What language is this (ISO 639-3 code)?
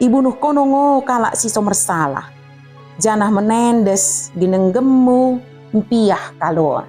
btd